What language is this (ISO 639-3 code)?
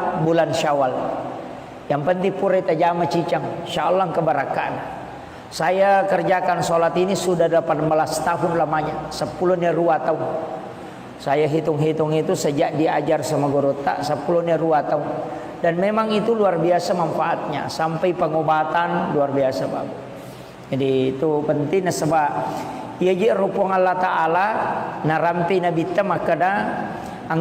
bug